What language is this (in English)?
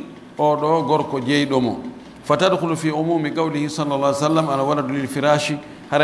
Pular